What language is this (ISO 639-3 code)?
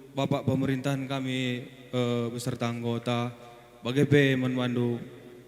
btx